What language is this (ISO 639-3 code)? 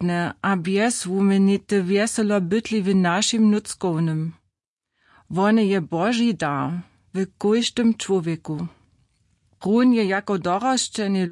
hsb